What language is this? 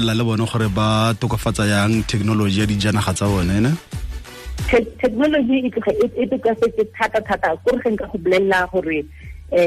Tswana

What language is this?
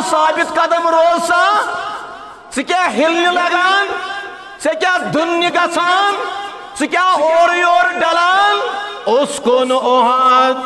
Kashmiri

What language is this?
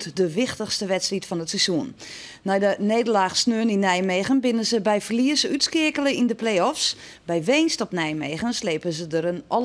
Western Frisian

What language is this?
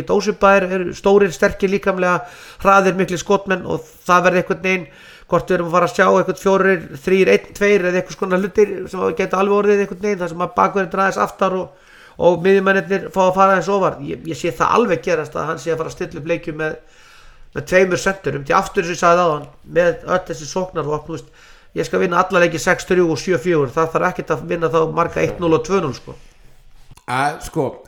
Icelandic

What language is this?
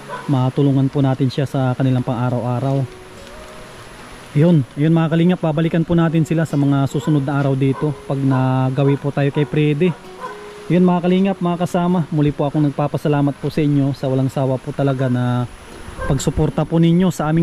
Filipino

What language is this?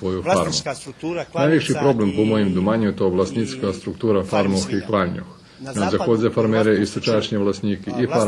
Rusyn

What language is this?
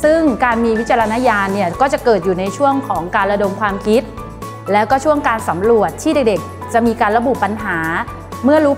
Thai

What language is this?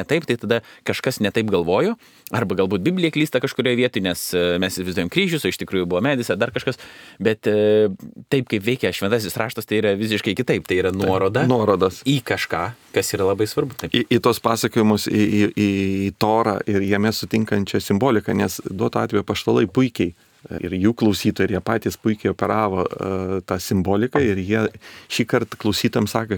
Lithuanian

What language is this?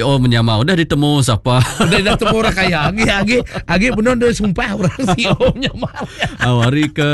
Iban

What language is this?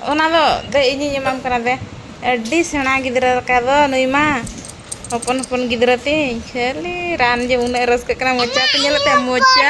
Santali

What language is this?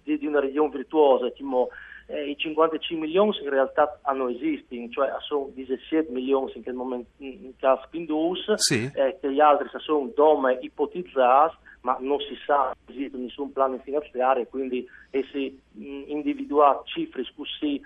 Friulian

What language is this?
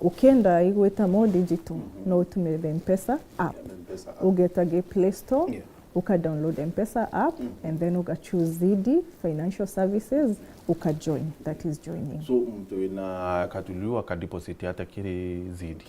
Meru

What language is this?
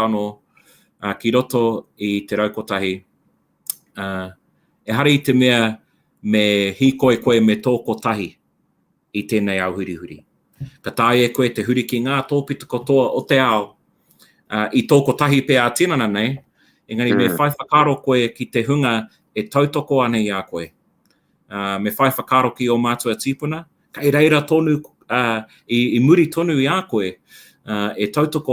Māori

